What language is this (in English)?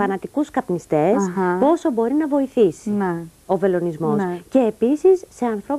Greek